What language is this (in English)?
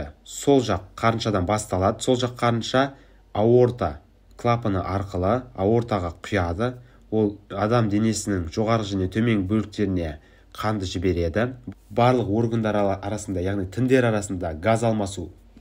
Kazakh